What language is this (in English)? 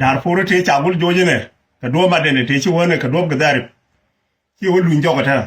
Nuer